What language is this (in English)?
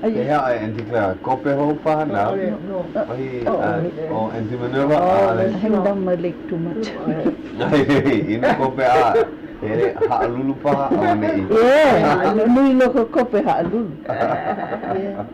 Hawaiian